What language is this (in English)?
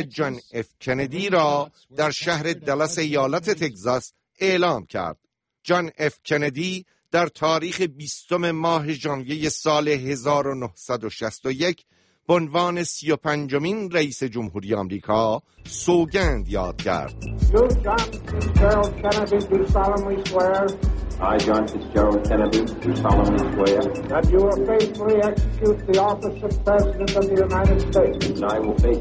Persian